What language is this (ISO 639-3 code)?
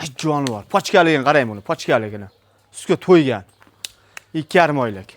uzb